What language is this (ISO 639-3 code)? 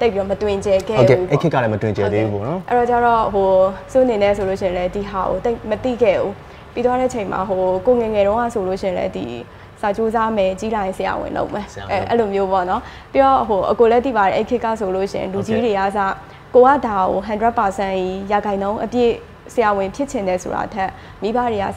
mya